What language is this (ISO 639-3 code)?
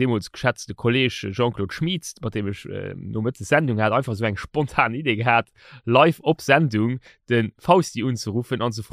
ltz